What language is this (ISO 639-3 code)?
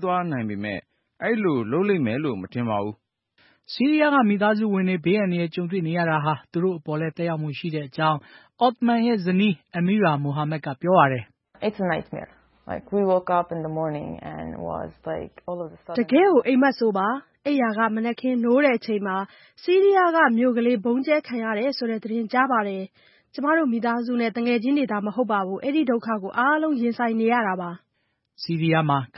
mya